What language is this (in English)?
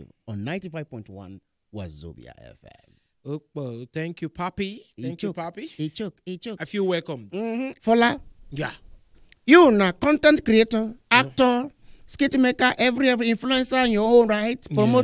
Nigerian Pidgin